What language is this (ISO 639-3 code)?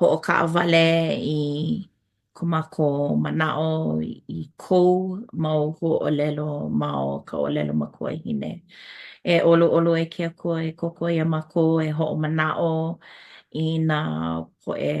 haw